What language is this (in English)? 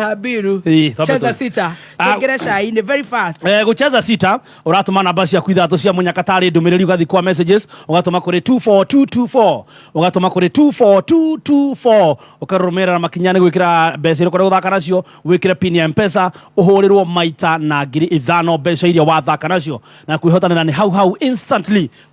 Kikuyu